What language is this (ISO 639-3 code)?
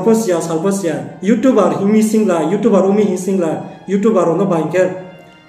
ria